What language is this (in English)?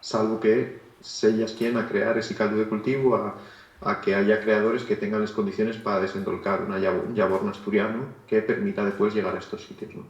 Asturian